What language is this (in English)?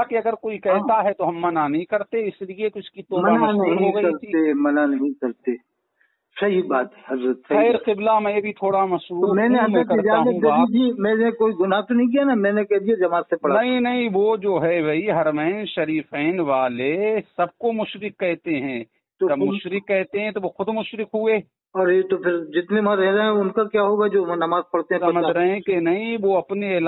Urdu